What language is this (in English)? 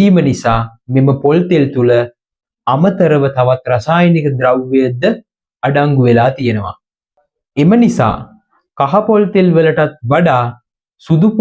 Sinhala